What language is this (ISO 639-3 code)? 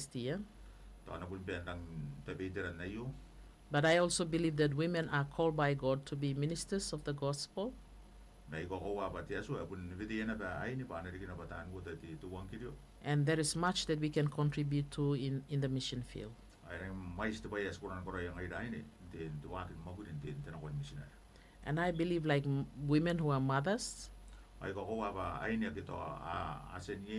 gil